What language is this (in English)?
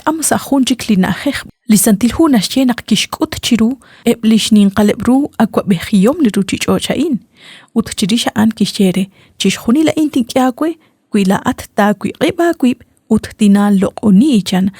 Kekchí